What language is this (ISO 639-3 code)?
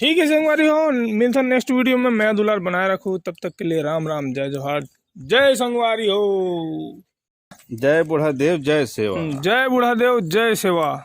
hne